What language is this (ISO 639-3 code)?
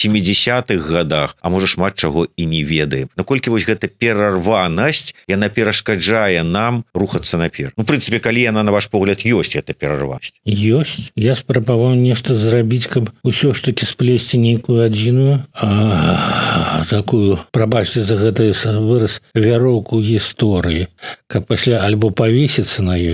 bel